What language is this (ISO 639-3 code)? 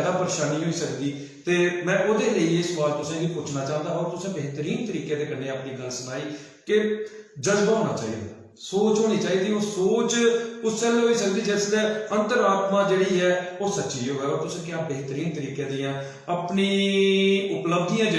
doi